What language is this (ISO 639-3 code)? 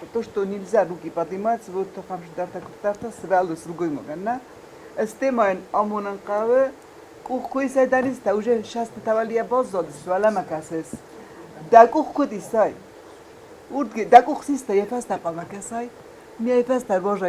oss